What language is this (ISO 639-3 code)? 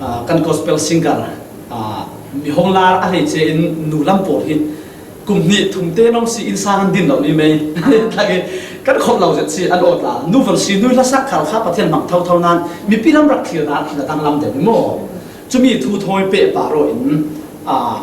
cfm